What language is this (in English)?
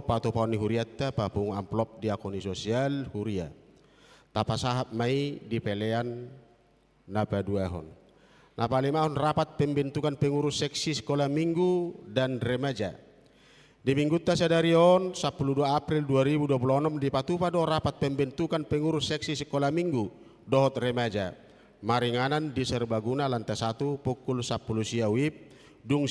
Batak Toba